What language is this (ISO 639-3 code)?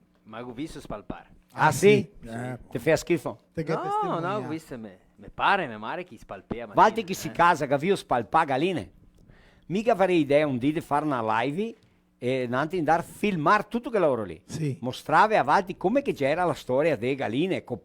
vec